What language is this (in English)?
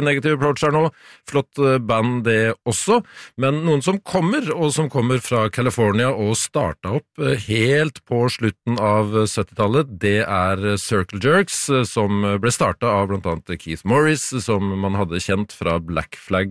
Norwegian